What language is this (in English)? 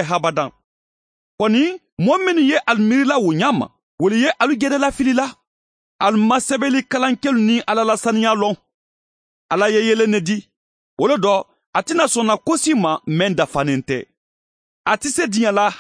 Mandingo